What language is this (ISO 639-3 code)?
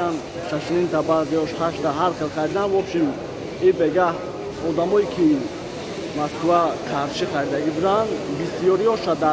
tgk